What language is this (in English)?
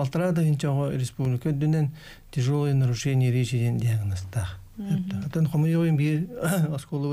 Yakut